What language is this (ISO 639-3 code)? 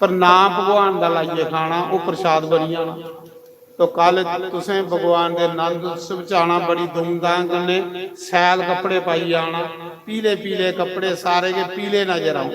doi